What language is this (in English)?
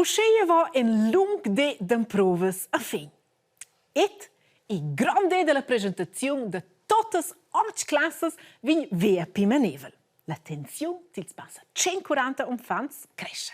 Romansh